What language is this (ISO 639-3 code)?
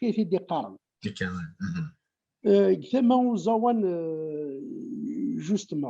kab